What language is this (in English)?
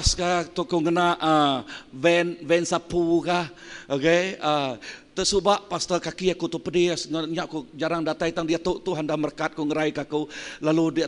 Iban